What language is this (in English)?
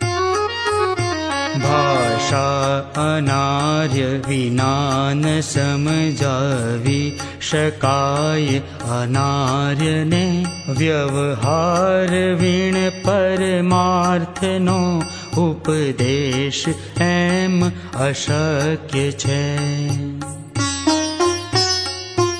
Gujarati